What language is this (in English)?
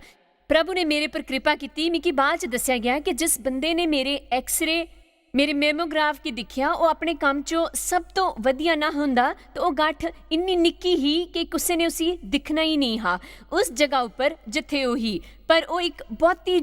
Dogri